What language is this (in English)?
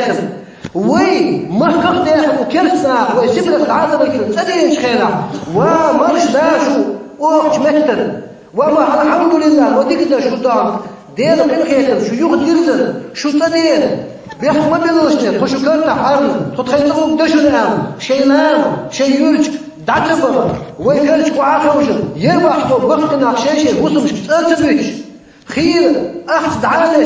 Chechen